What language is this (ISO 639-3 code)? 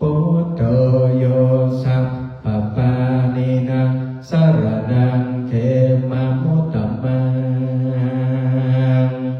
pli